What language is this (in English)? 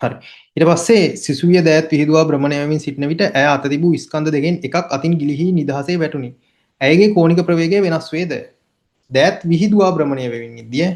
Sinhala